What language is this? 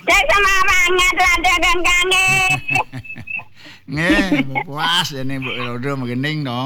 Balinese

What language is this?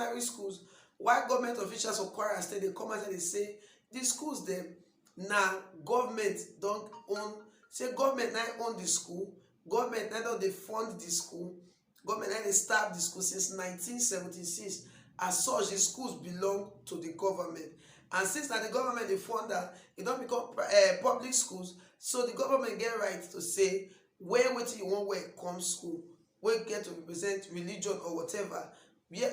Nigerian Pidgin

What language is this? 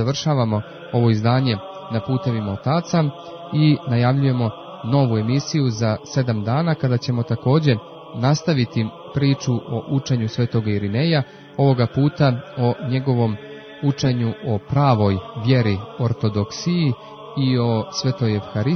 Croatian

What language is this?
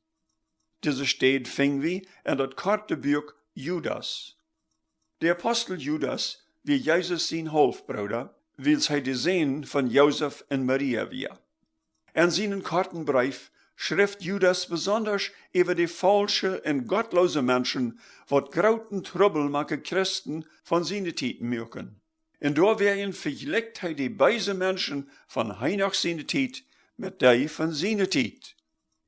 Plautdietsch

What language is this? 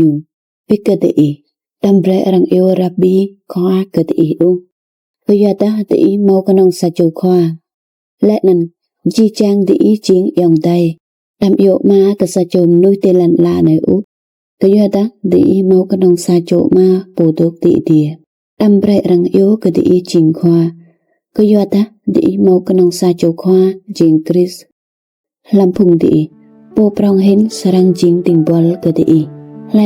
Rade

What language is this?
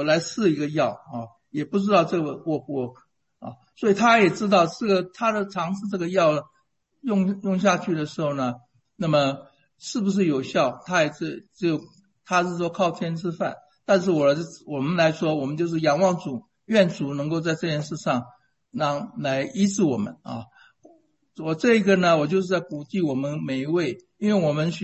Chinese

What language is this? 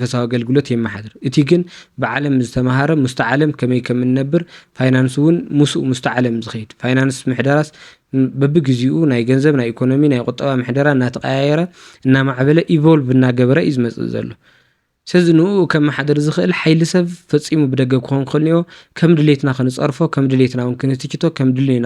Tigrinya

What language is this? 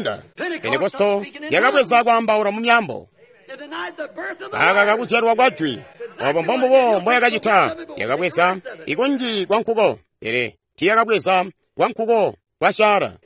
Tonga (Zambia)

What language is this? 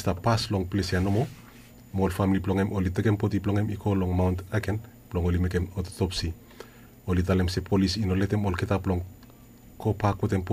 Bislama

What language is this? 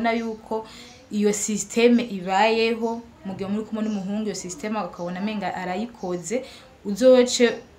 Rundi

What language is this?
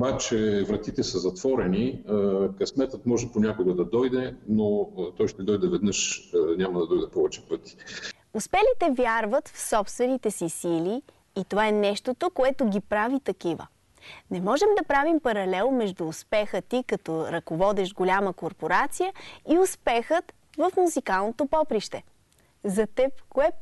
Bulgarian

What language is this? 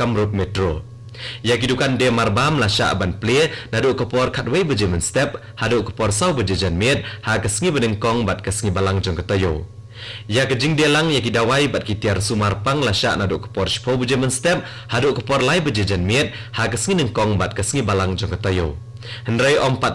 Khasi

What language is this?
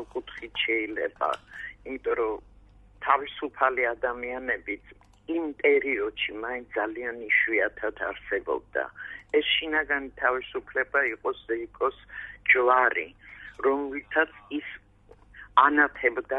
Georgian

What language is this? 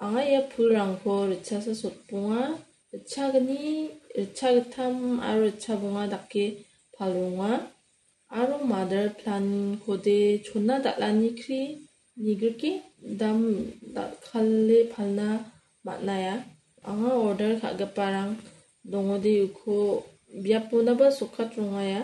Garo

